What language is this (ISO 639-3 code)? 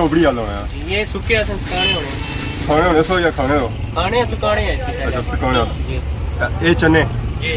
phr